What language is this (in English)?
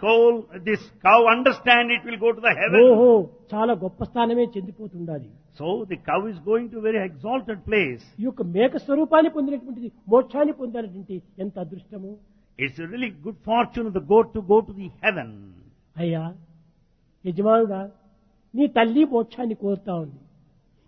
Telugu